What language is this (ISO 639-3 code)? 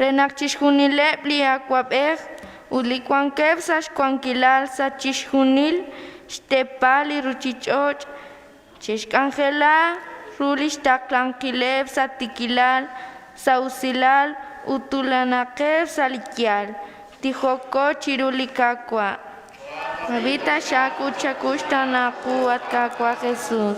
kek